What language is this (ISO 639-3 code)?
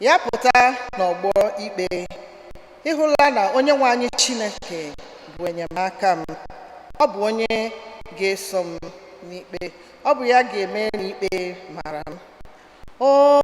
ibo